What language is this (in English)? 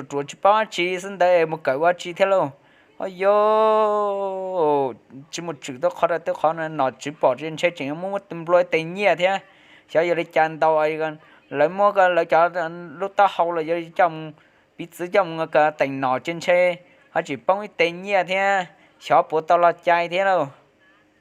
Hmong